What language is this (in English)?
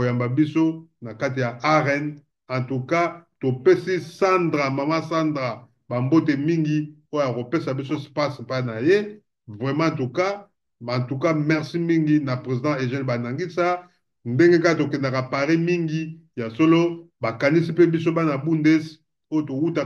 Lingala